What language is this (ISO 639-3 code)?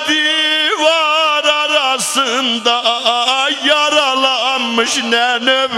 azb